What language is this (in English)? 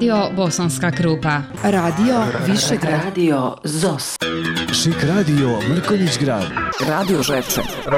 Bosnian